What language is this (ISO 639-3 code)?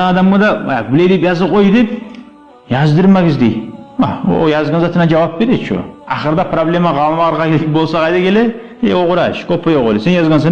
kum